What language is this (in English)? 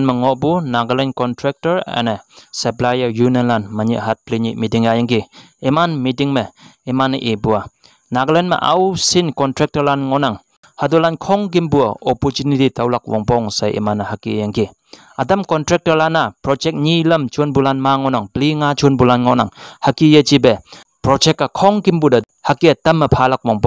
Konyak Naga